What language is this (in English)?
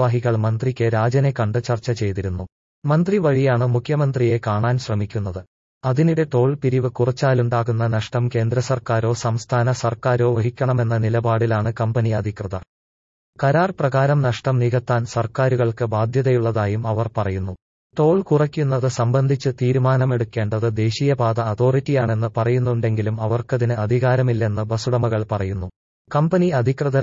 Malayalam